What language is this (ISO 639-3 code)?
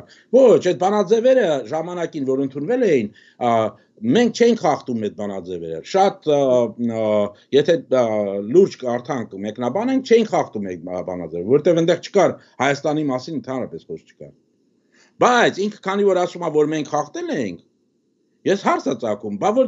hye